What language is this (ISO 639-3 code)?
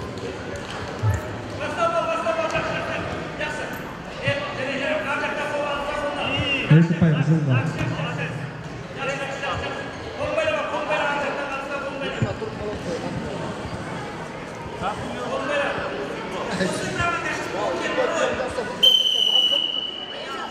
kaz